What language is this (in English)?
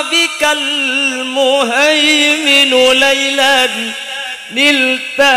Madurese